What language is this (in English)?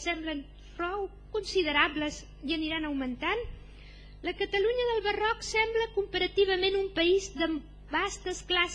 Catalan